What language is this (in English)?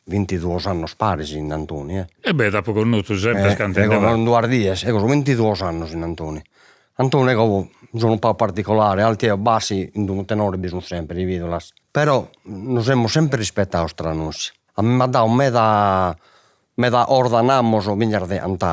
Sardinian